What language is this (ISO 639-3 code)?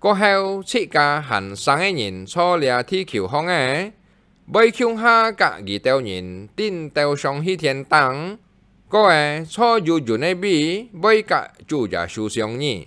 hak